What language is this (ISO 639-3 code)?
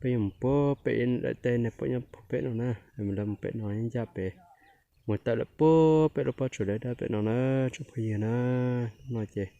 hmn